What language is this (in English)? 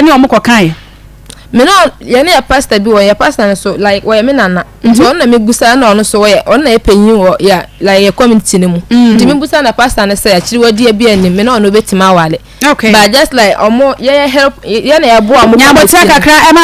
Akan